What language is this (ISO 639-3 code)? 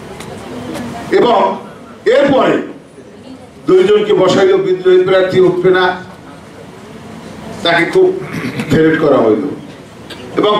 ben